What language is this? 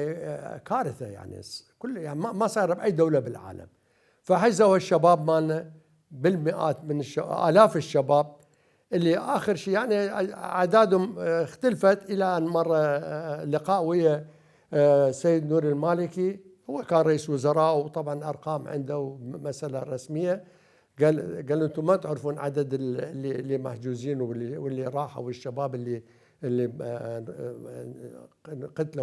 Mesopotamian Arabic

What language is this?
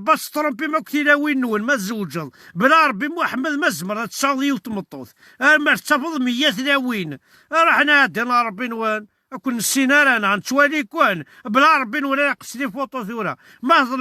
Kabyle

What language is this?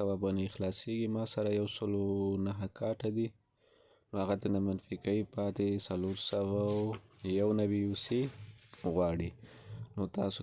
Pashto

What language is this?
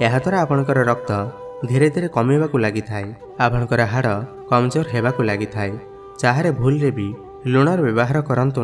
Odia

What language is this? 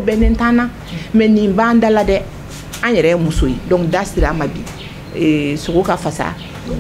Bambara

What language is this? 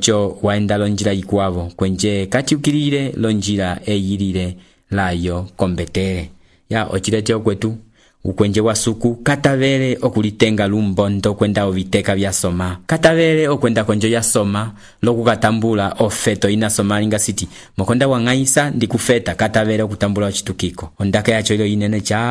Umbundu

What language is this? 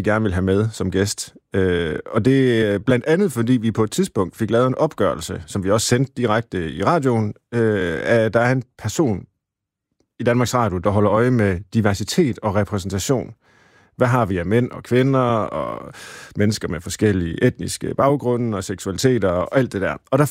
Danish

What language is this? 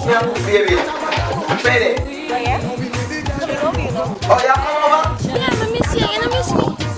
Jamaican Creole English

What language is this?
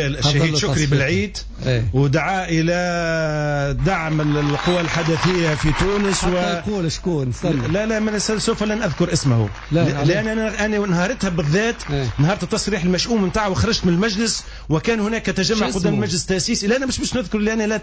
Tunisian Arabic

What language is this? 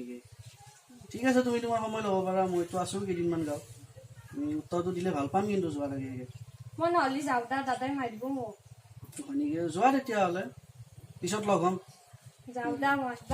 Assamese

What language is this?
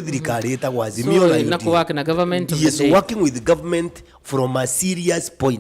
Meru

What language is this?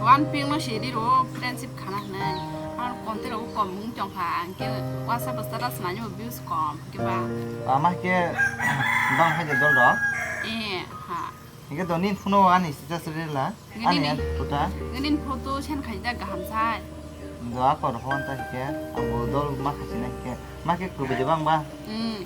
Kok Borok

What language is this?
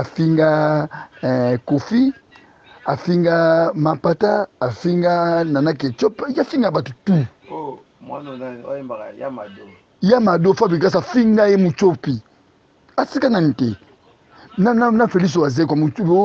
Lingala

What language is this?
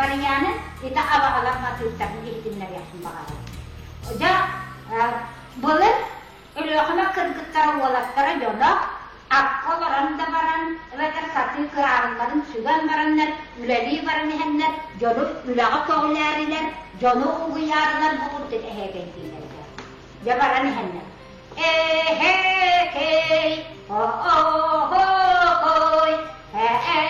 Yakut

